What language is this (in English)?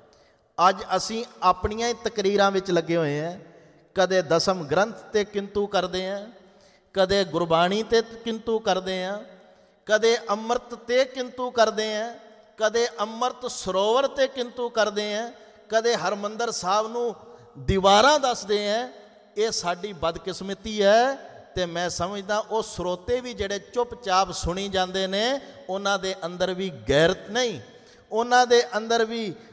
Punjabi